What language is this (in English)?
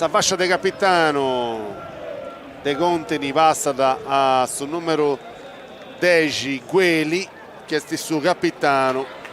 Sardinian